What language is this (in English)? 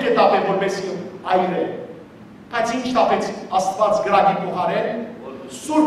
Western Armenian